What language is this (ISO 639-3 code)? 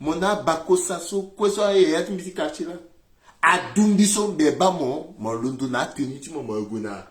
sag